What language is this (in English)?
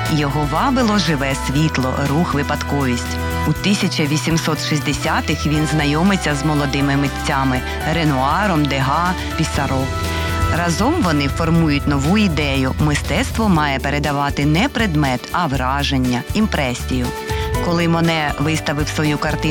Ukrainian